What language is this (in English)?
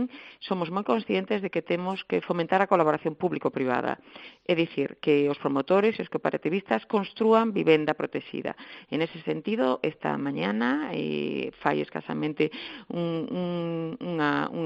Galician